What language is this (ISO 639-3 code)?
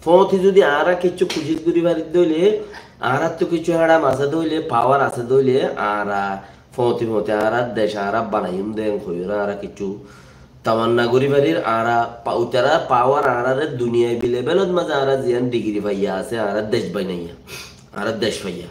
rhg